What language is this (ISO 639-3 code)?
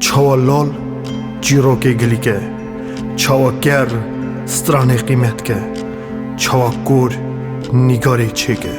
kur